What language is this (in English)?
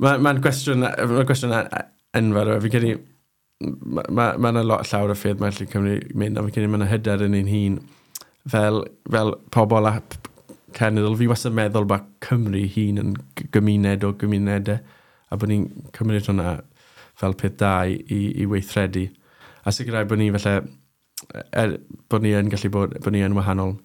Welsh